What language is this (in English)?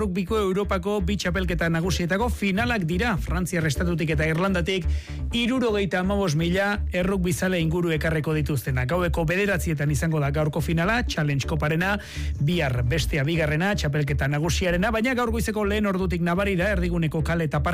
Basque